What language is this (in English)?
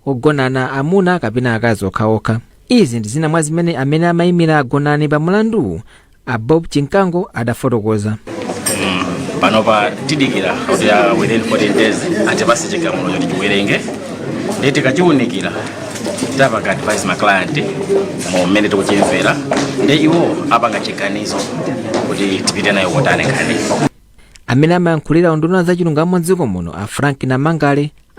Nyanja